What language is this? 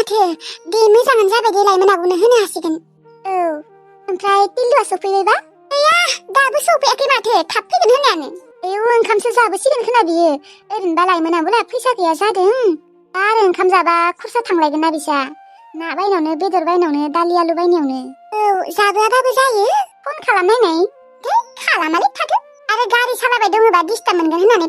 Bodo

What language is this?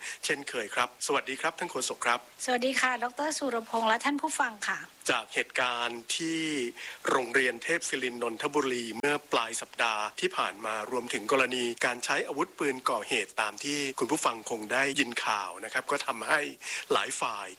Thai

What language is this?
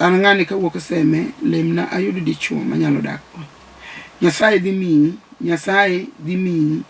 Luo (Kenya and Tanzania)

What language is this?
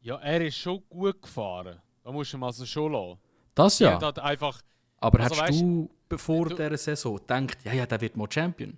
Swiss German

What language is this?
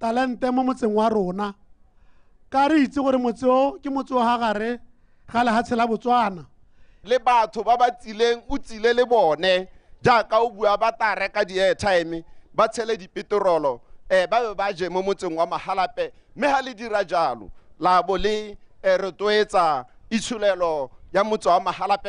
Tswana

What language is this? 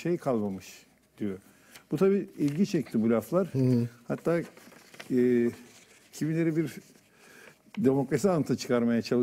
Turkish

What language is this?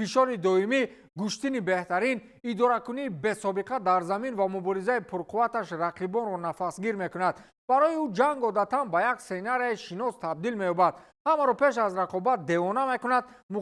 Tajik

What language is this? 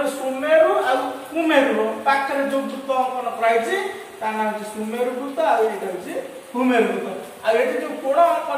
Odia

